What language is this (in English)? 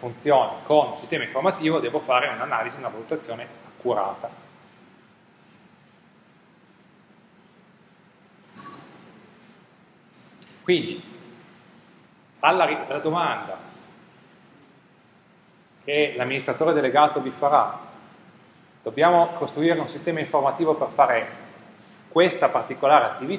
Italian